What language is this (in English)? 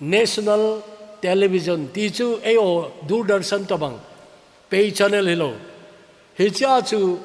Thado Chin